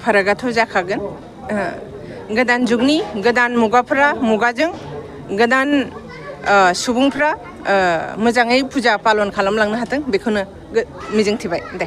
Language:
Bodo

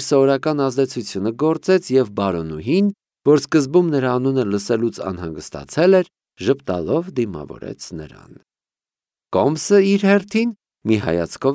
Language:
Armenian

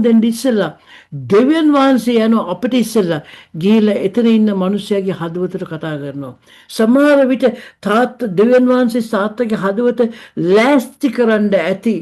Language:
Sinhala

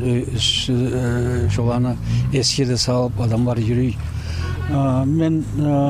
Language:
Kumyk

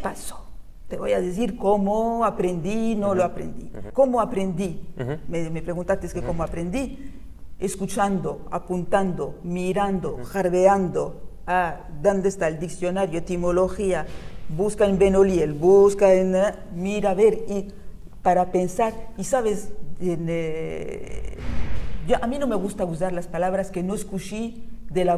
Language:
Ladino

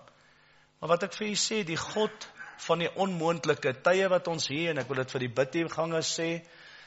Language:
Afrikaans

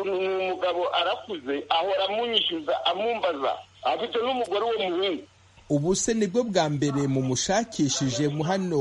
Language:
Kinyarwanda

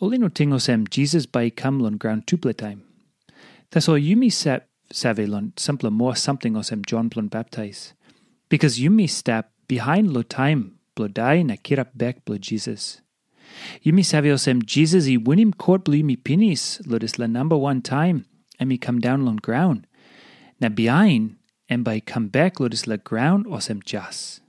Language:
Tok Pisin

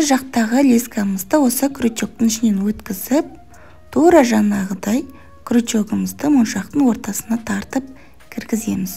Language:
Kazakh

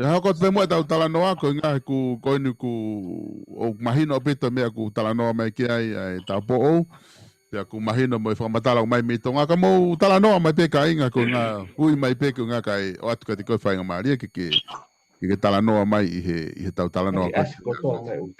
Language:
Tongan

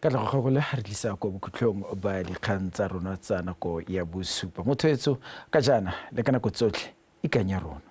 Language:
Tswana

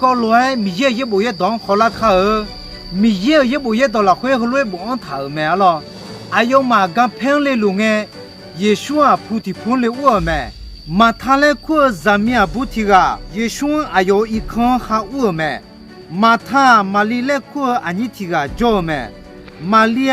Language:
Akha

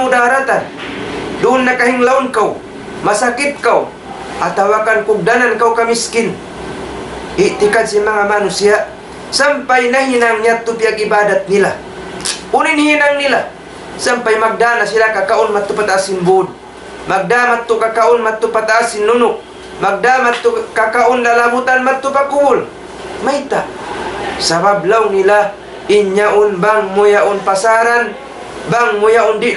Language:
Tausug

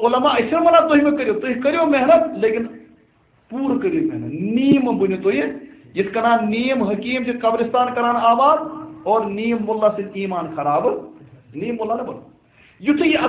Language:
Kashmiri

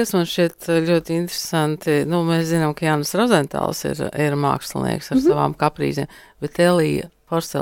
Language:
Latvian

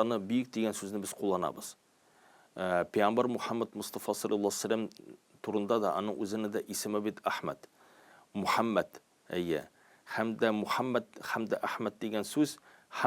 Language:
Tatar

